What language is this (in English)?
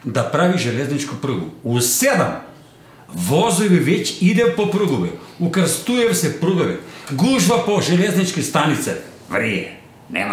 Macedonian